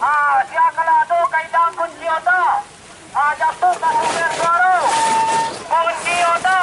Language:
Minangkabau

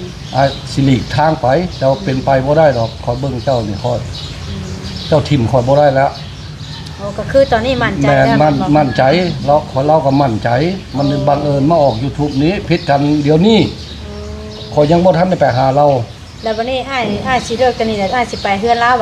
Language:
Northeastern Thai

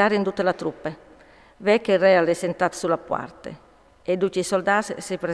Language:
Friulian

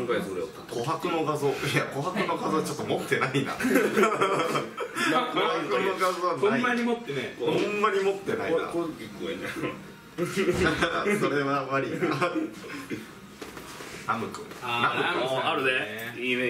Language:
Japanese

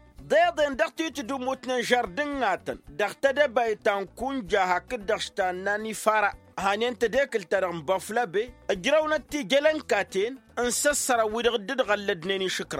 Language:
Tamasheq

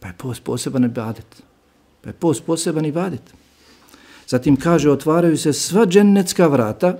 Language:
Bosnian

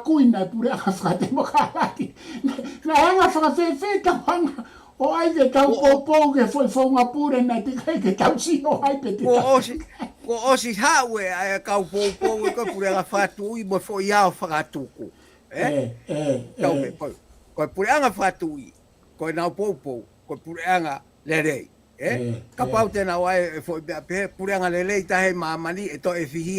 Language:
Tongan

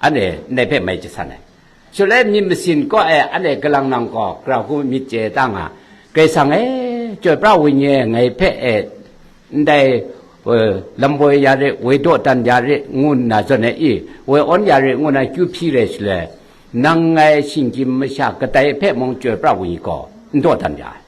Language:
Kachin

